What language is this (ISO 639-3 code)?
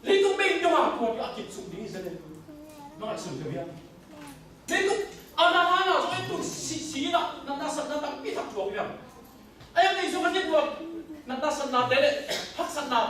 ctd